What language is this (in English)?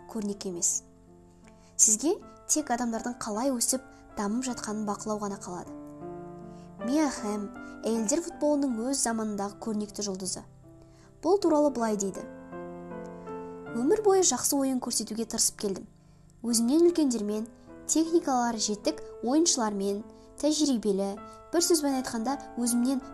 Kazakh